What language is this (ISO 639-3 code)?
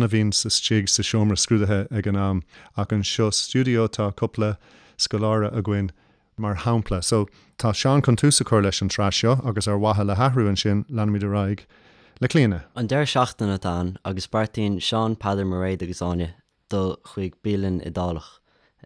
gle